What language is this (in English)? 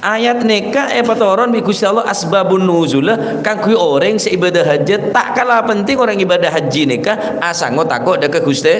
Madurese